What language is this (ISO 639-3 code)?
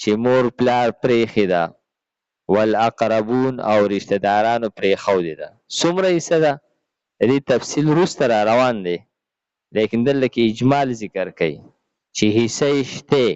pus